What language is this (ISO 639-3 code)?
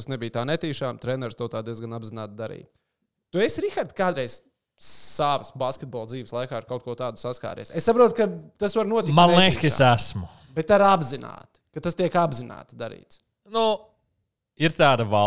lav